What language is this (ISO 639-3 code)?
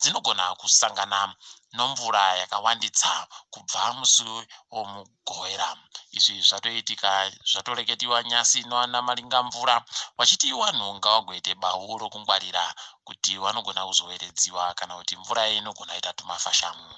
ndc